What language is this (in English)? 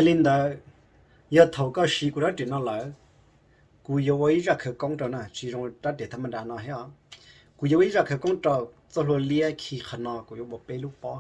Hmong